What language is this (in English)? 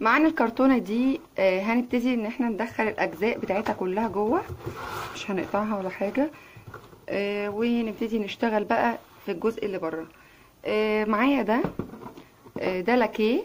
Egyptian Arabic